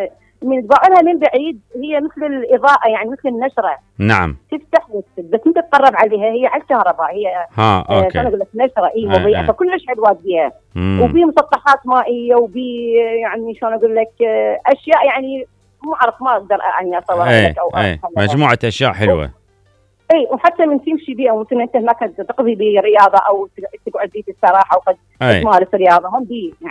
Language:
Mesopotamian Arabic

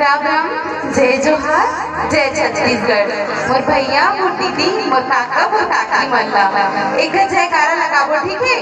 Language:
Chhattisgarhi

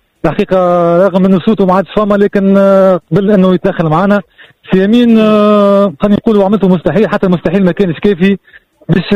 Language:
Tunisian Arabic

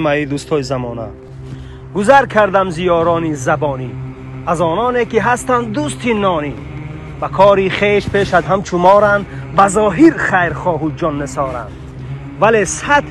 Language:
Tajik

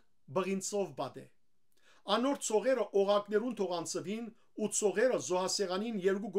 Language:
Western Armenian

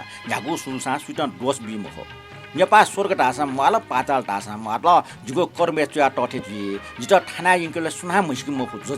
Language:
Newari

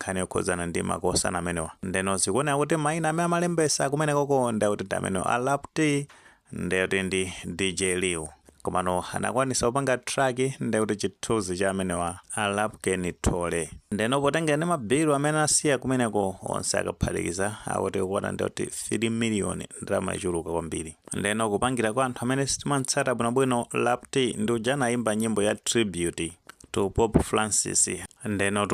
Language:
Nyanja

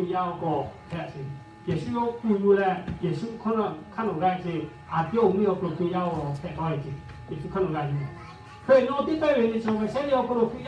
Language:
Lahu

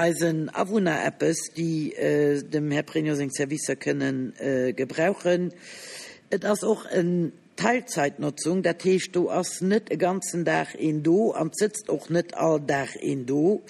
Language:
Luxembourgish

